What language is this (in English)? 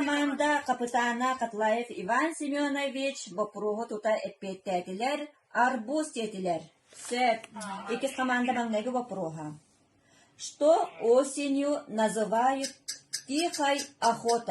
Yakut